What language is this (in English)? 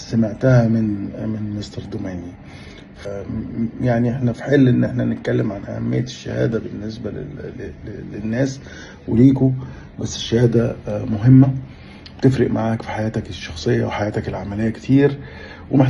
Egyptian Arabic